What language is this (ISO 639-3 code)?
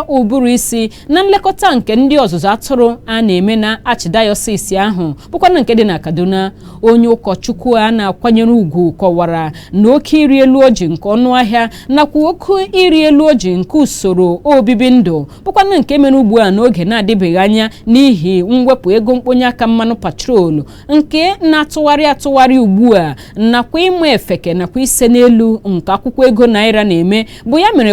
ibo